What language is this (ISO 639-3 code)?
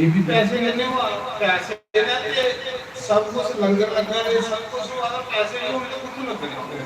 doi